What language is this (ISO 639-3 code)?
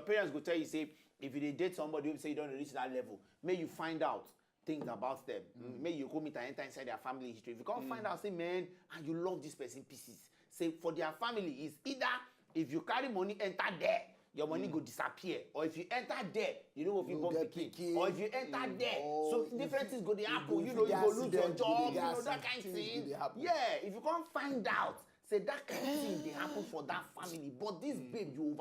pcm